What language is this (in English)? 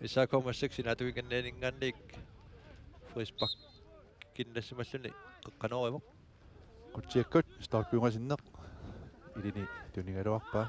Kalaallisut